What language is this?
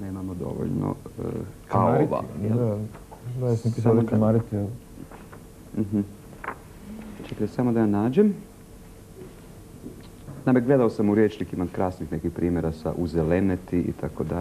Croatian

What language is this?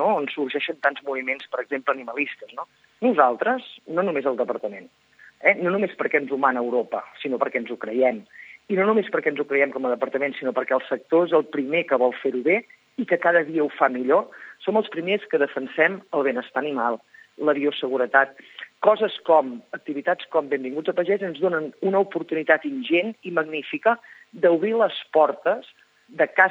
Catalan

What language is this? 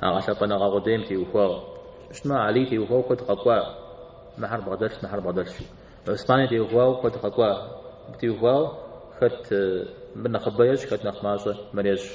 Kabardian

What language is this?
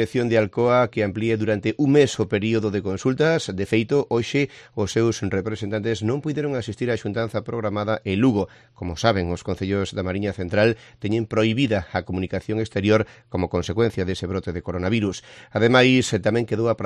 Galician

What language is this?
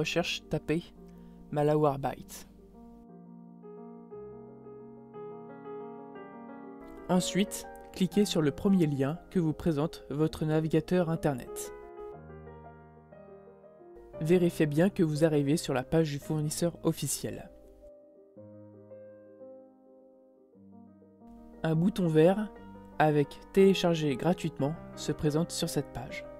French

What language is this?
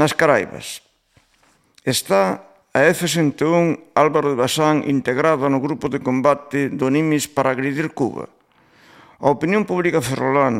Galician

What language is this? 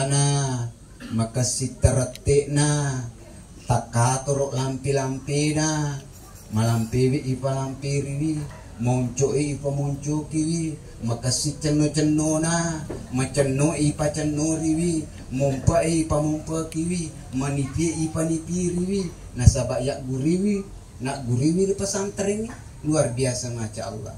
Buginese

